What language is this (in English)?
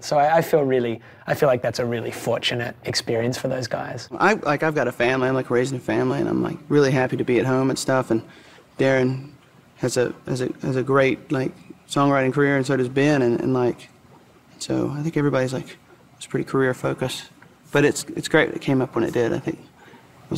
English